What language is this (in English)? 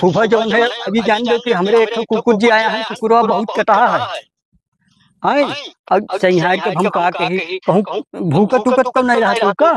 Awadhi